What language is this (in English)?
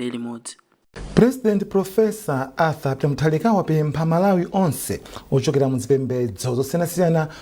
Nyanja